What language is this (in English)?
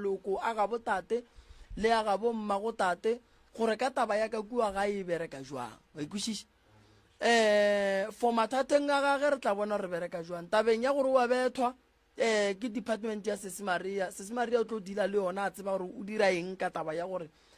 Northern Sotho